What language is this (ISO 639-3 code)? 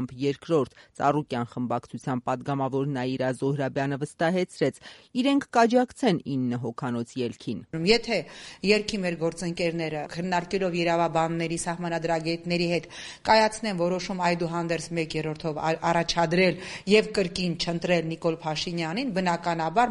hye